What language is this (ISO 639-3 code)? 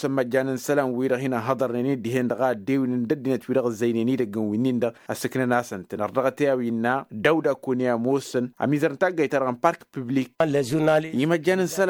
taq